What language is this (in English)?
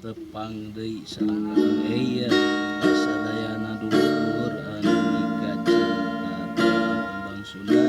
Sundanese